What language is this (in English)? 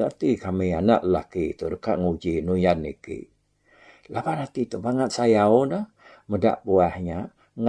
Iban